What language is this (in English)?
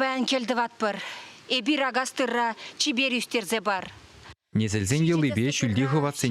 Chuvash